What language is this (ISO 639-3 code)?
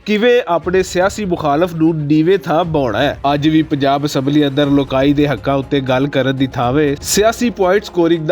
lah